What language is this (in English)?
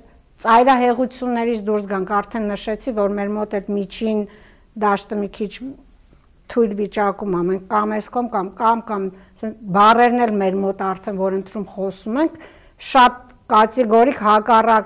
Armenian